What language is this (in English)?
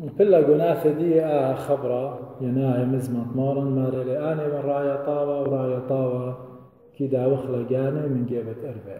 Assyrian Neo-Aramaic